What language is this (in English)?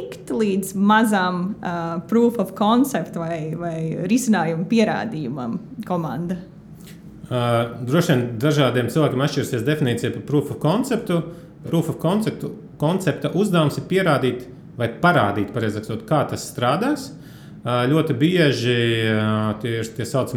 Latvian